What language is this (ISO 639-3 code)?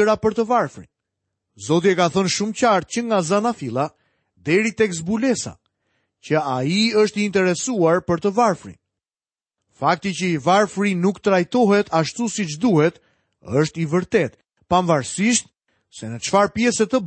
sqi